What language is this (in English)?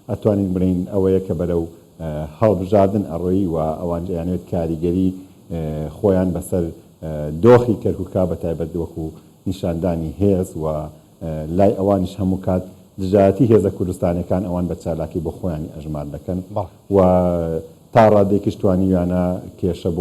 Central Kurdish